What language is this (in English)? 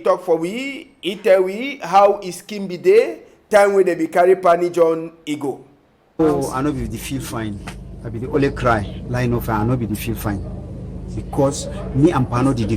Cameroon Pidgin